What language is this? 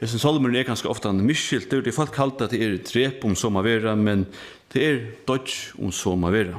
Faroese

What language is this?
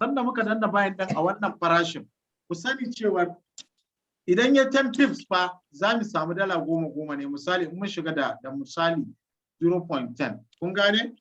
Hausa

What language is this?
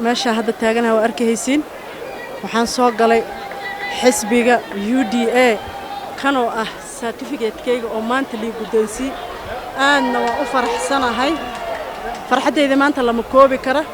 Somali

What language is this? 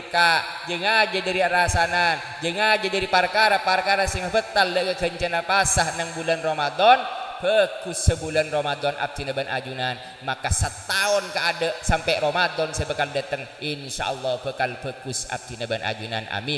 Madurese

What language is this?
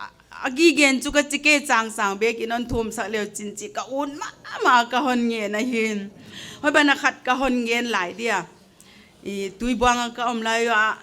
Paite Chin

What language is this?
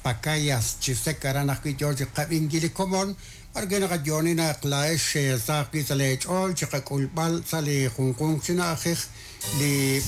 Kekchí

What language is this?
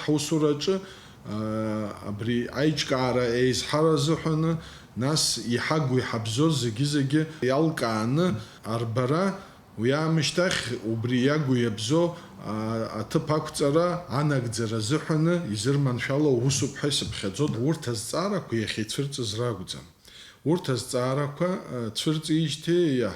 Abkhazian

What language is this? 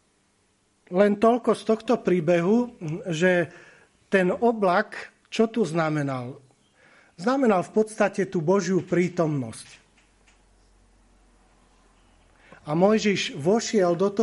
Slovak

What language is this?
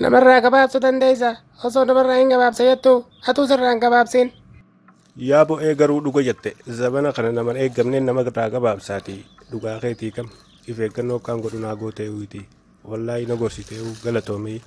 Oromo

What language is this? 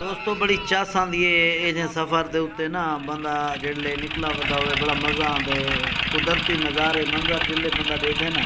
Saraiki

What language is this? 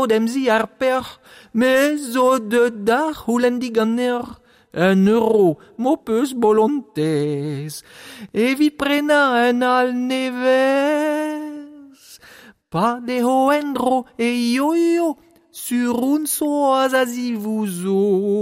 Breton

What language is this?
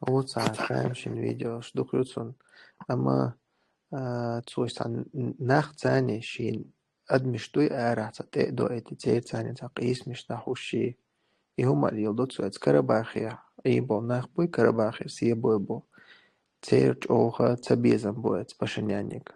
Chechen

